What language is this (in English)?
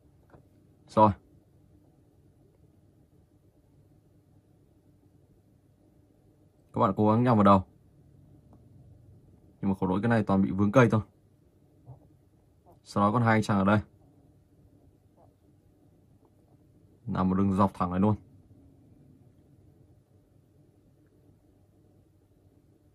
Vietnamese